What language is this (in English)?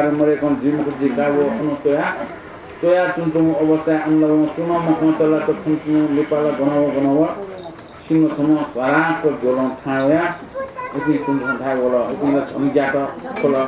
Newari